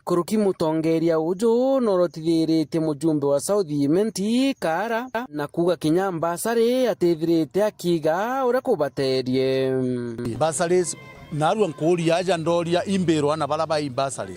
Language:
Meru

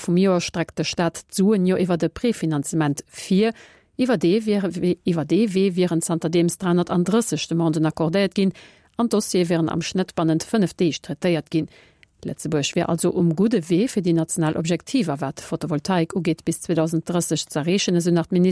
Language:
Luxembourgish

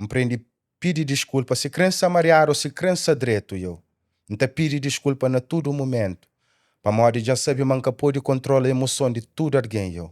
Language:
Kabuverdianu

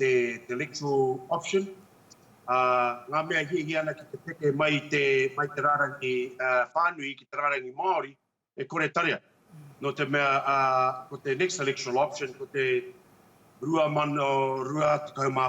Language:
Māori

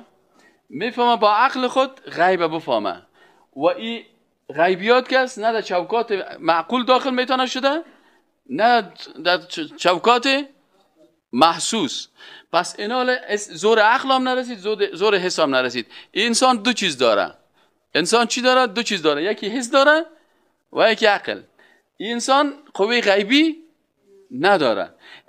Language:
Persian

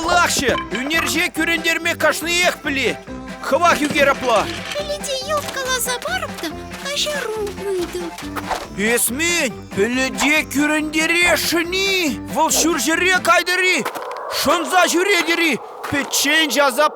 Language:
Chuvash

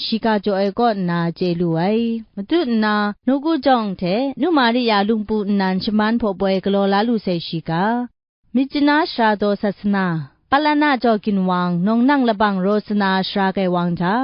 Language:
Kachin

